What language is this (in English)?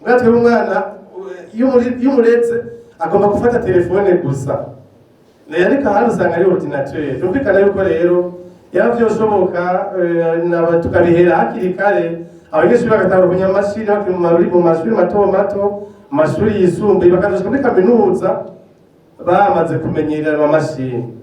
Rundi